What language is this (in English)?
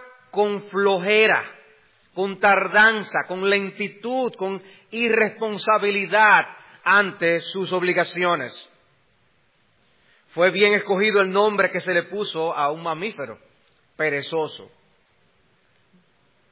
Spanish